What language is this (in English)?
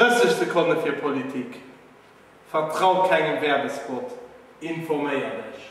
Luxembourgish